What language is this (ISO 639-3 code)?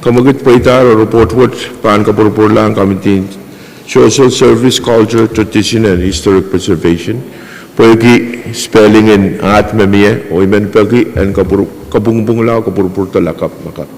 pon